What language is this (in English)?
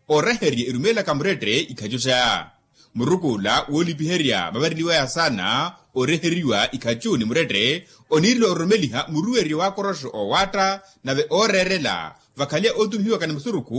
Makhuwa